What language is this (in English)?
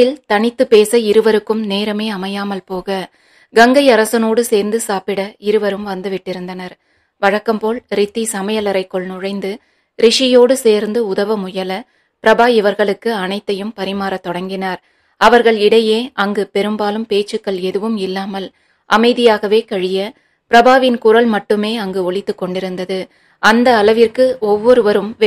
Tamil